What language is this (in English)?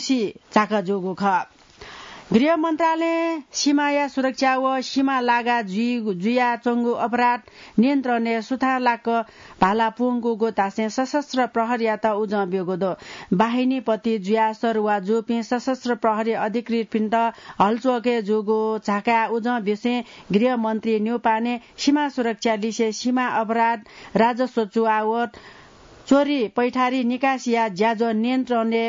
Newari